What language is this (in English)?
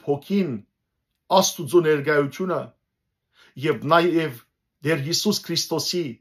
Western Armenian